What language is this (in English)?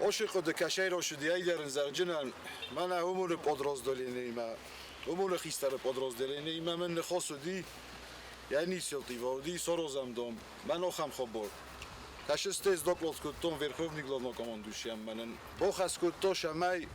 Ossetic